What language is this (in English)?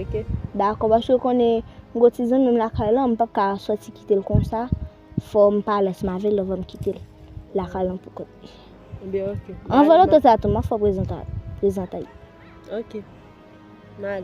Haitian Creole